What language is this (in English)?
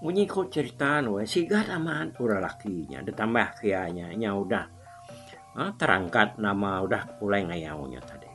Iban